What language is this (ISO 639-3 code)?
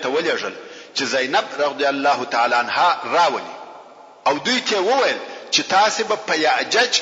pus